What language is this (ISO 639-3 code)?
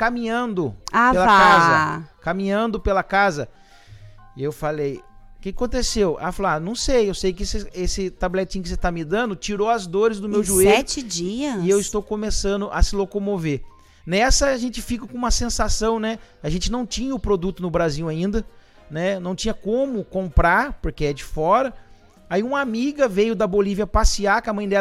por